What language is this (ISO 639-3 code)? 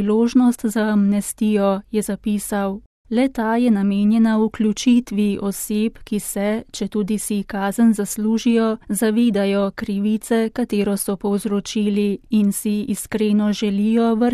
slv